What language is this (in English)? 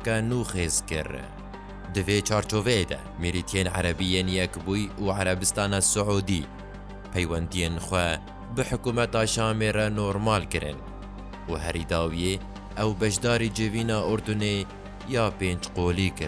Kurdish